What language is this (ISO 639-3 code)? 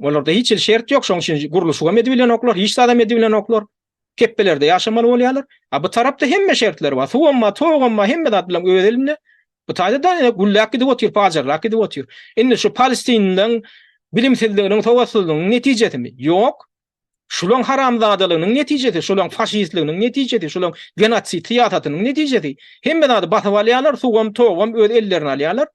tuk